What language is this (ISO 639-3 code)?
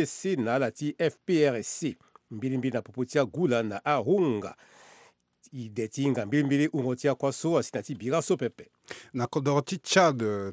sag